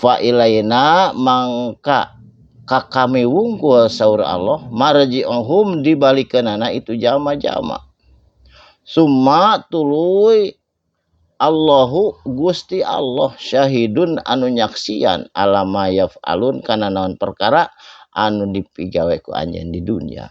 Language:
Sundanese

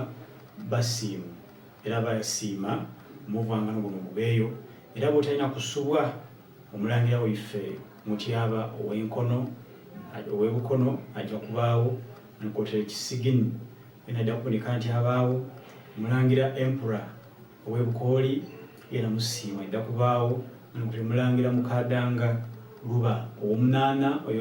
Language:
Soga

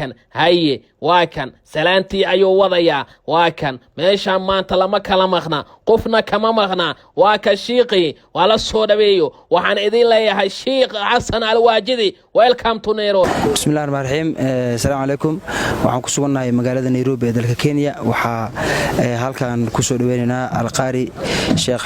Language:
Somali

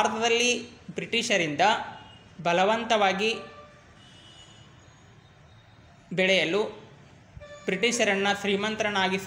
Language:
Kannada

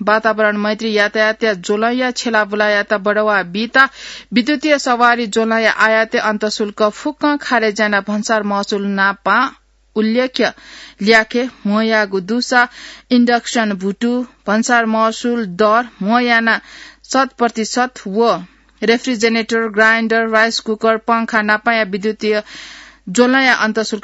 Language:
Newari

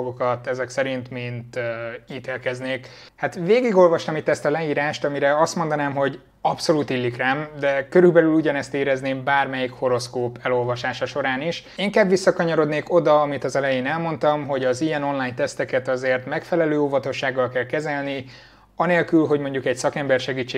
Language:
Hungarian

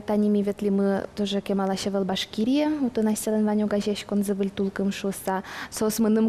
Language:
Udmurt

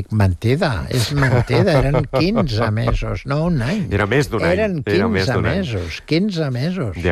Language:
Catalan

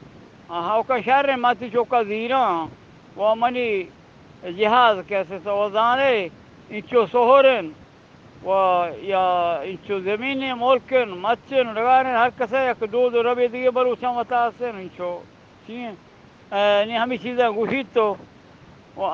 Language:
Eastern Balochi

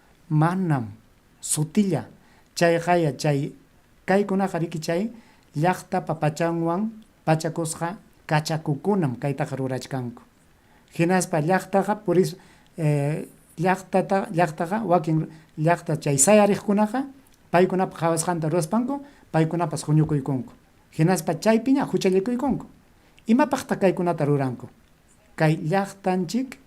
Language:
Ayacucho Quechua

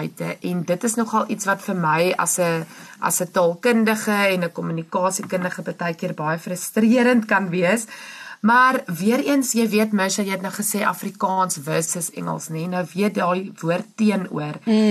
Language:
Afrikaans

